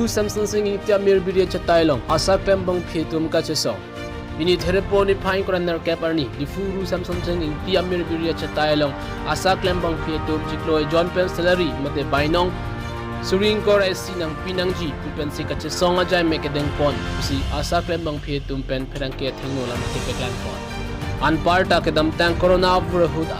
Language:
Karbi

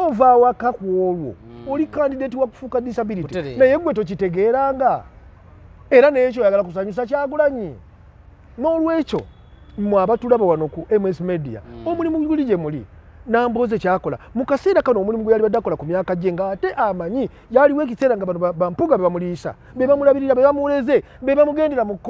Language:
Ganda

